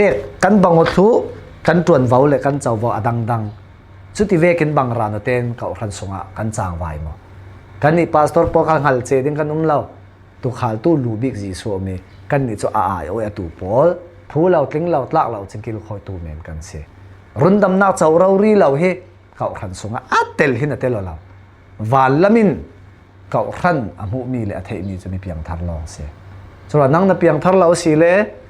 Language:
Falam Chin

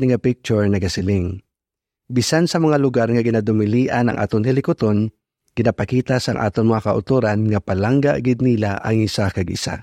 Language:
Hiligaynon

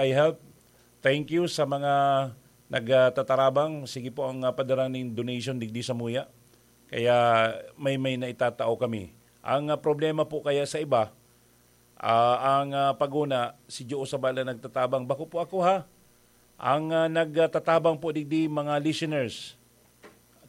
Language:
Bikol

